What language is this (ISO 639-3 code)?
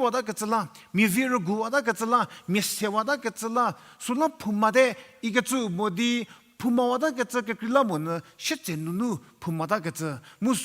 njm